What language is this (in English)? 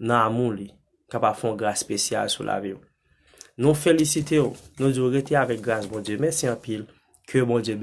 Haitian Creole